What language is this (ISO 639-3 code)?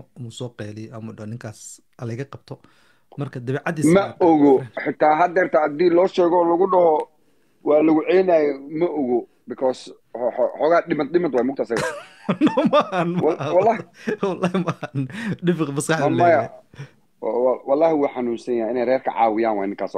som